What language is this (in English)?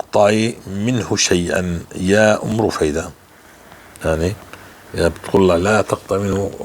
North Levantine Arabic